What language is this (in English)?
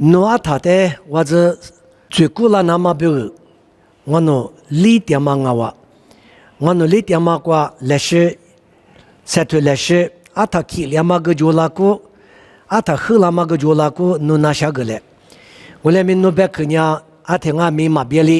Lisu